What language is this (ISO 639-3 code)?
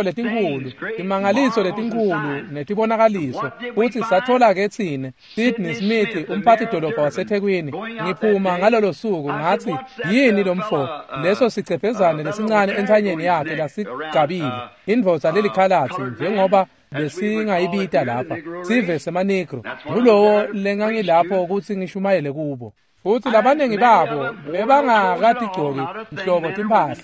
ssw